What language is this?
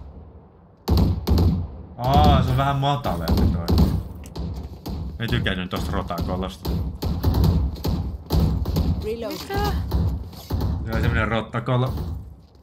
Finnish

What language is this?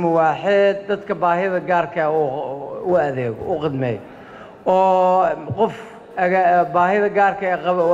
Somali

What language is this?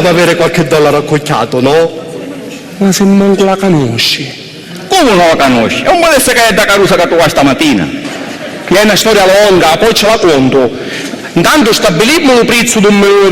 Sicilian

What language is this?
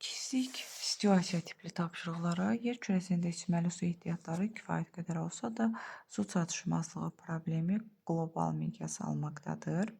Azerbaijani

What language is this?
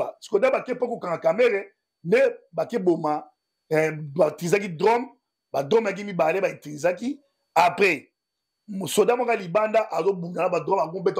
Lingala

